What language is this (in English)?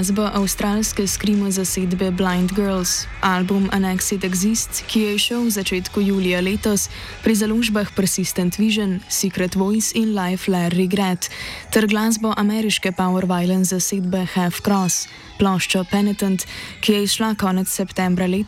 Slovenian